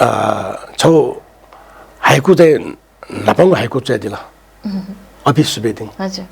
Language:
Newari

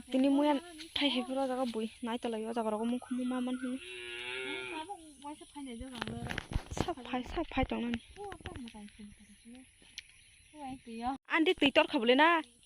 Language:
Kok Borok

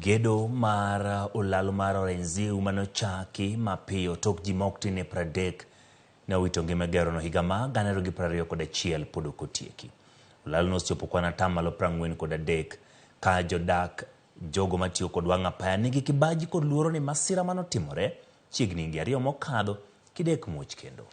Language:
Luo (Kenya and Tanzania)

